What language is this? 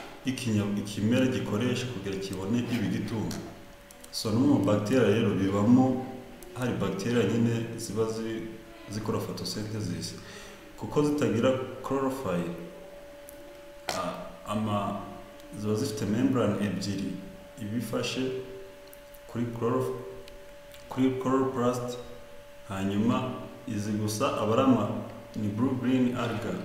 Kinyarwanda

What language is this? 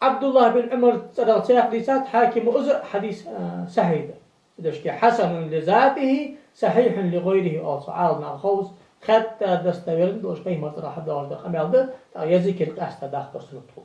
Ingush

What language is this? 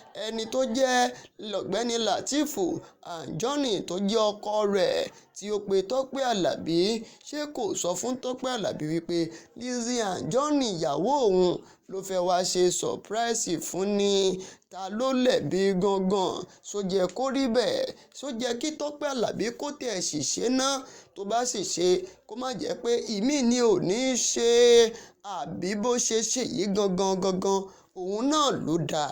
Yoruba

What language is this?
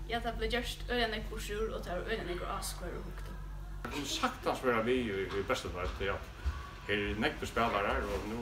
Faroese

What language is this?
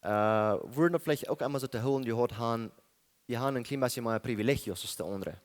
Plautdietsch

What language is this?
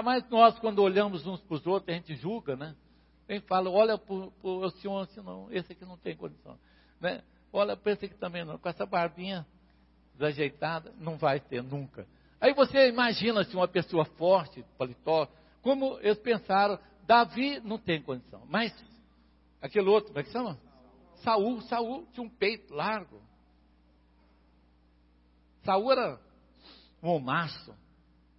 Portuguese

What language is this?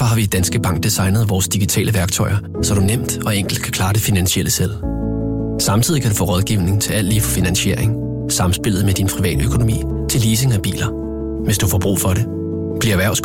Danish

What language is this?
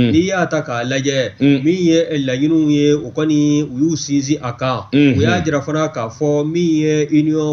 Bambara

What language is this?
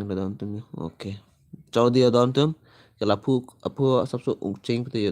Karbi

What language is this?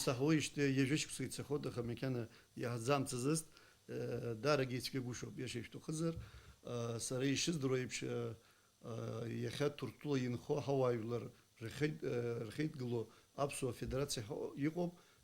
Abkhazian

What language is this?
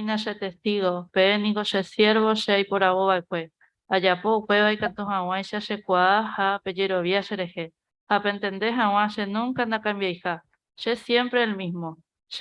Guarani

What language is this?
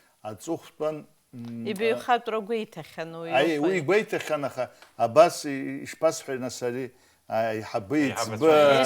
Abkhazian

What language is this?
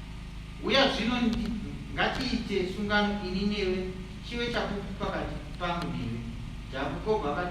Shona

